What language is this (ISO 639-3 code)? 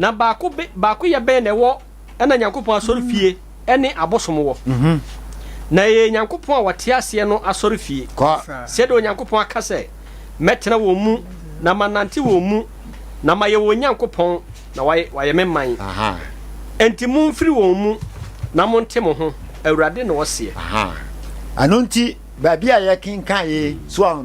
aka